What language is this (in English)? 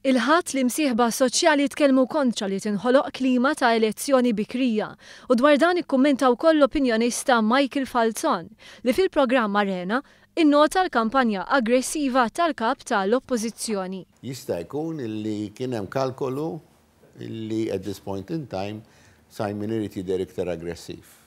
Maltese